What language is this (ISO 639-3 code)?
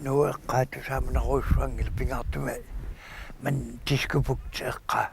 kal